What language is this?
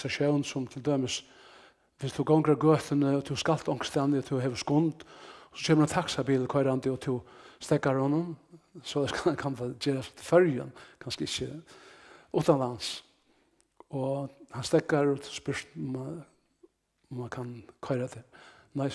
Faroese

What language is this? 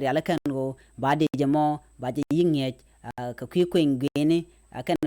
Nuer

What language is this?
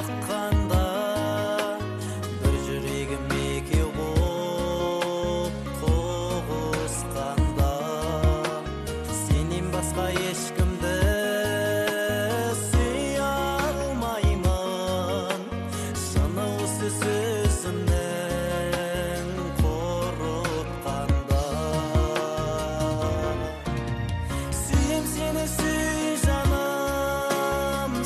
Kazakh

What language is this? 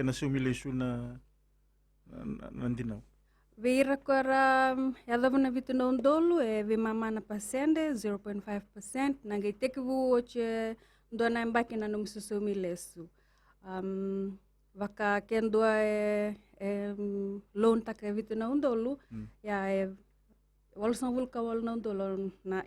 Fijian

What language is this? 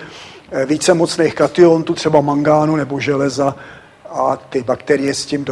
Czech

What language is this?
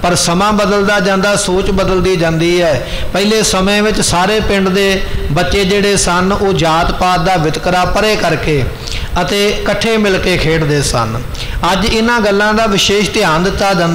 Punjabi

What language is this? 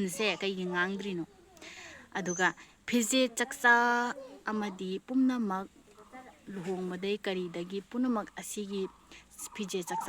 Manipuri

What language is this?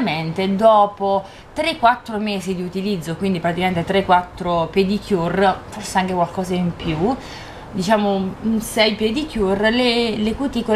Italian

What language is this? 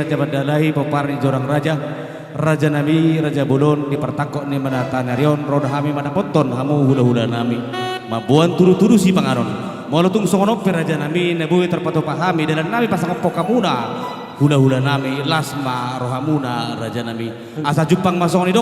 Batak Toba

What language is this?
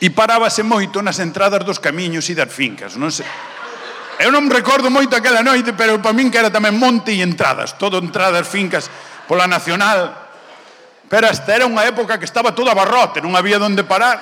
Galician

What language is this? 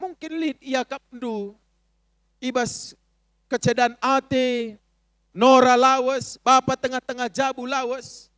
Batak Karo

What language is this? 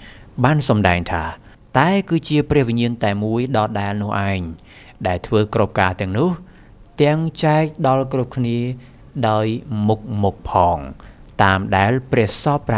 Khmer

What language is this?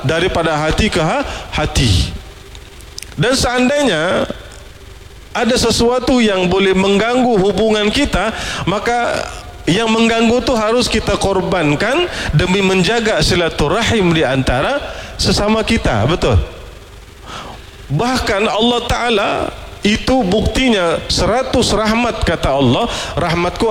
Malay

